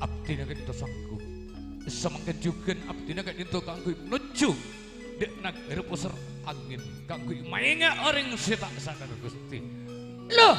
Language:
Madurese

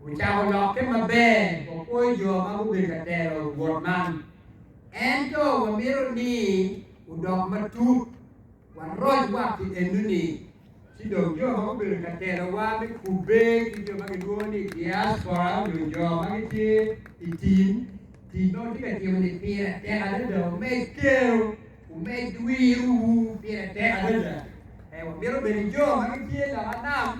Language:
Acoli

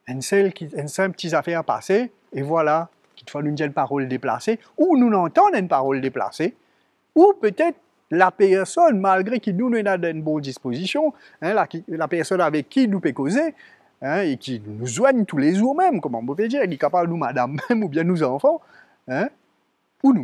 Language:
Morisyen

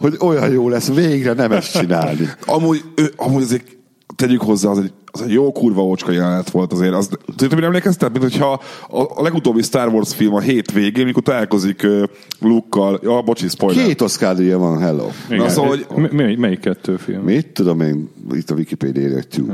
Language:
Hungarian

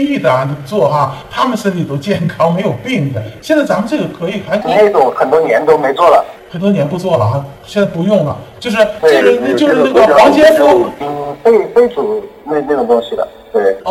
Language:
Chinese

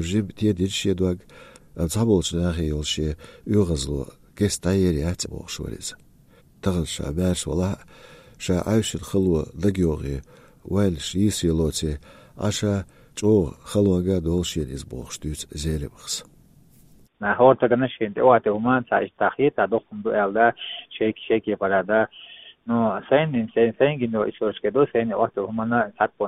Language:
Chechen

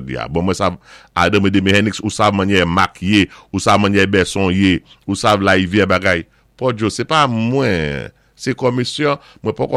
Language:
Saint Lucian Creole French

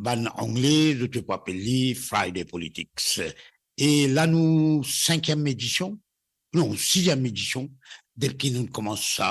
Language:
Morisyen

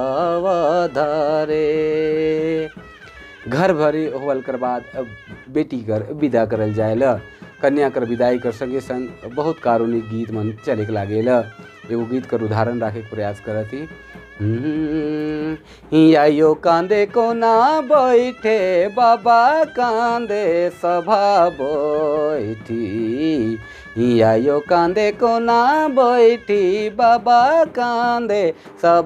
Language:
Sadri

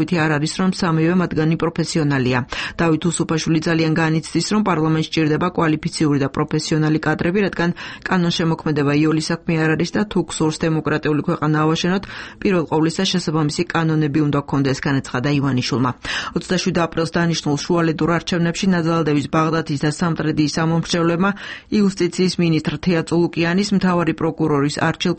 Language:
Georgian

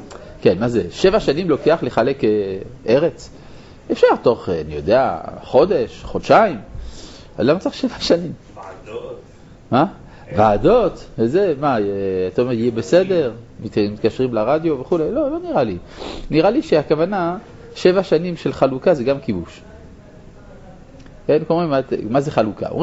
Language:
Hebrew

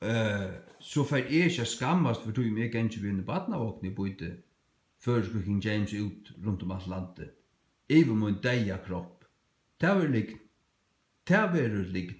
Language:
Faroese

